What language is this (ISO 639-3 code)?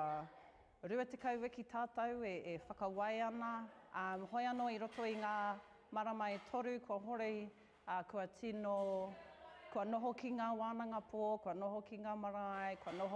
mri